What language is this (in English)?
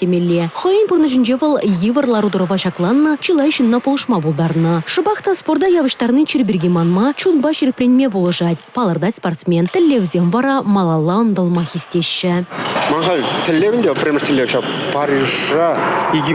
Chuvash